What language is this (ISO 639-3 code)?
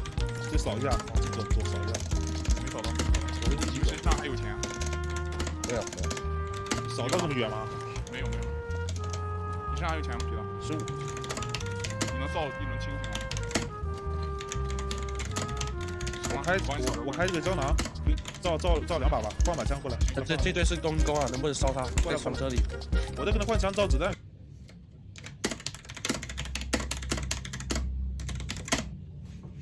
zho